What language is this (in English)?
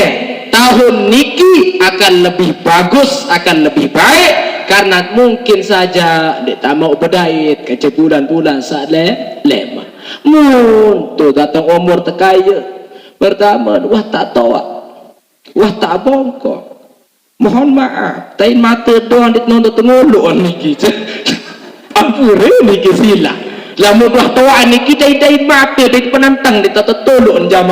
Sasak